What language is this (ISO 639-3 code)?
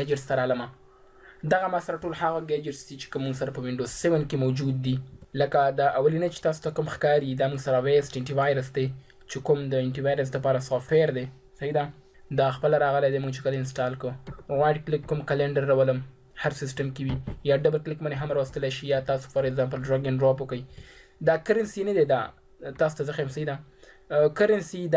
pus